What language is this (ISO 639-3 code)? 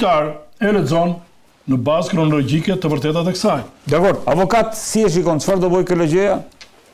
sqi